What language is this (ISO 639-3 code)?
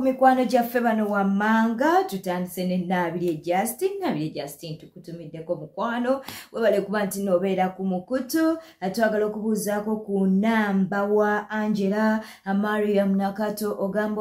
lug